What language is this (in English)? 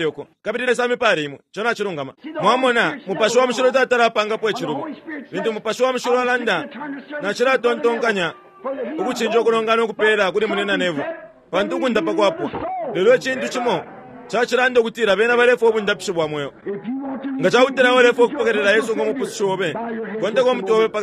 Bemba